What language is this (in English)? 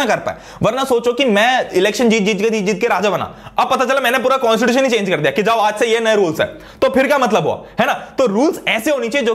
Hindi